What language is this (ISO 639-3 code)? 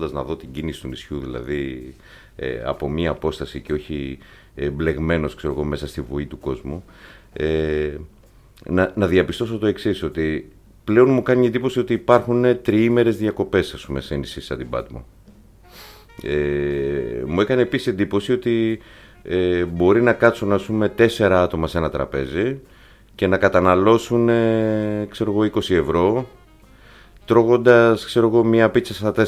ell